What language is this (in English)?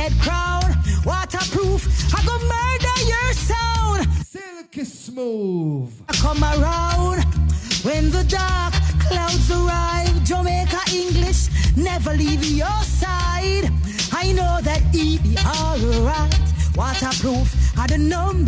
Jamaican Creole English